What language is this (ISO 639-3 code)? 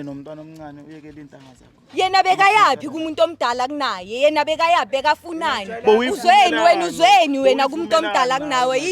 zul